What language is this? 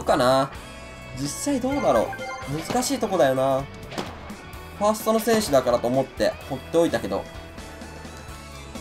Japanese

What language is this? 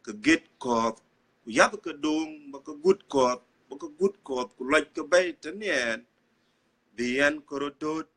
Dinka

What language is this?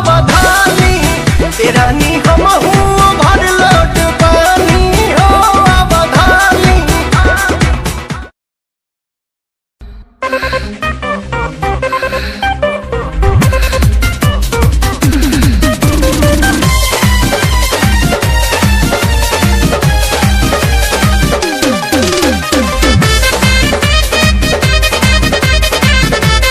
Bhojpuri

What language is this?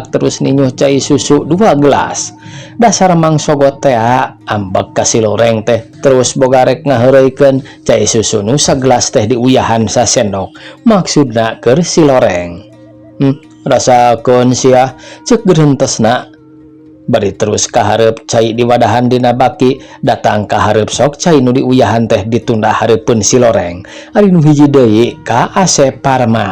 Sundanese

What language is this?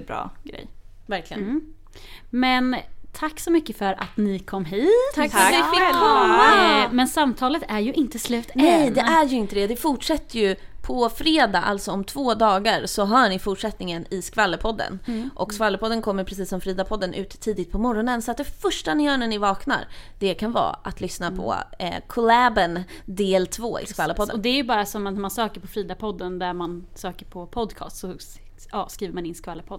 Swedish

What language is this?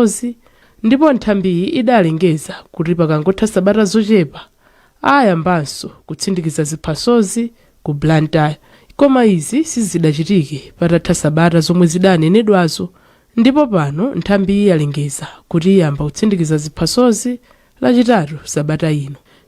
Nyanja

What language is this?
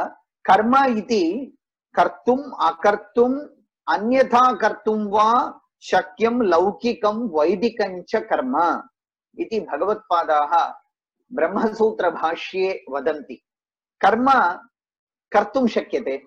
Sanskrit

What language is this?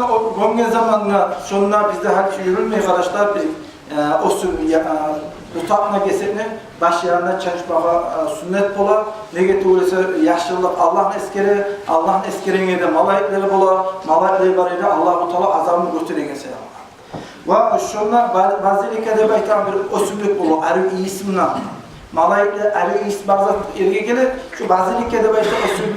Kumyk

